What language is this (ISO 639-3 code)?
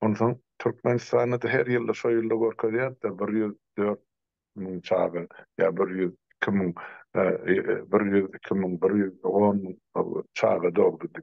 tuk